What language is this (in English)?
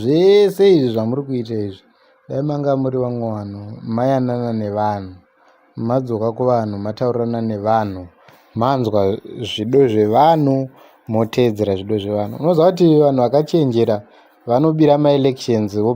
Shona